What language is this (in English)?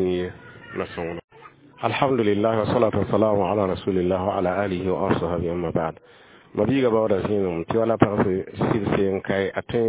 Mossi